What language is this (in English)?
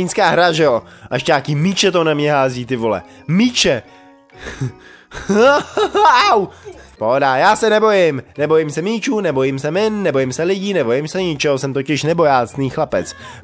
Czech